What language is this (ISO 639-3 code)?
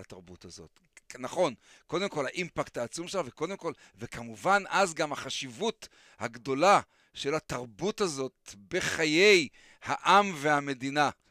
heb